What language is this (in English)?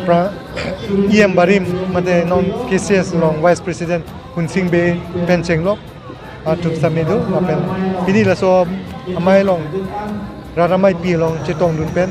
Karbi